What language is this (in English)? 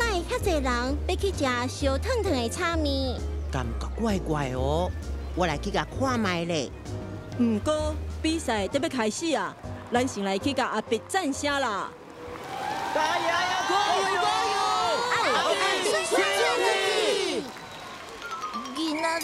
Min Nan Chinese